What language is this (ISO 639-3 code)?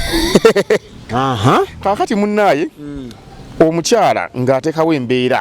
lug